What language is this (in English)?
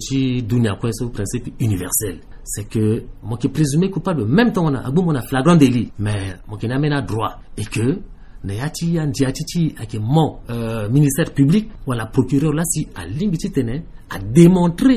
Sango